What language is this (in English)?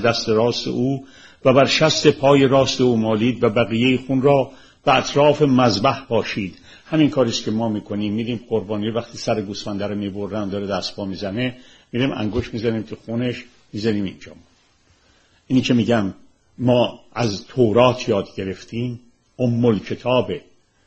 Persian